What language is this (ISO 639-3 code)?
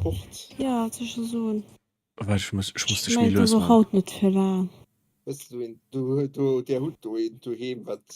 ltz